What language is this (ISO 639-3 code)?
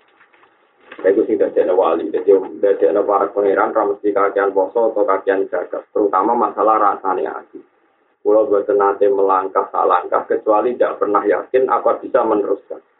ind